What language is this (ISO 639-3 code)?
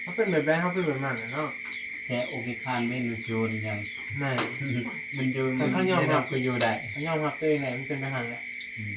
tts